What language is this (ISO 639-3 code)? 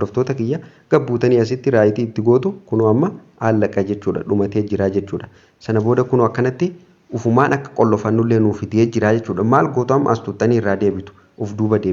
orm